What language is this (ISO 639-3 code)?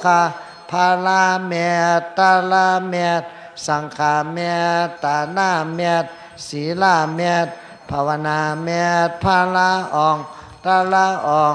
shn